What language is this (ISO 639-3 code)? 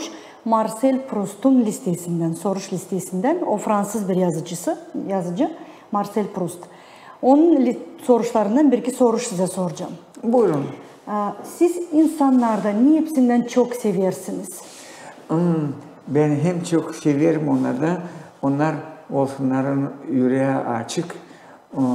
gag